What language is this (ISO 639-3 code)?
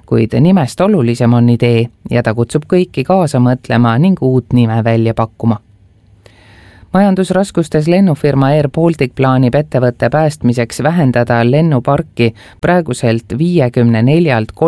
est